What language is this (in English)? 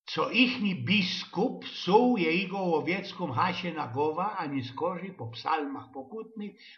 Silesian